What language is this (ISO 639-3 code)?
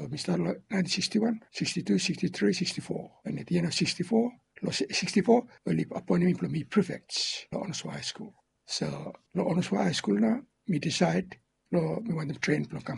bis